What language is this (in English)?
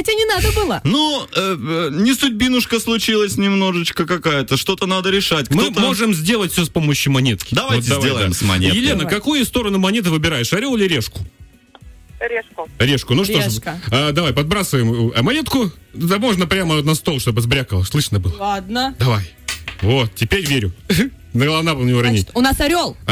Russian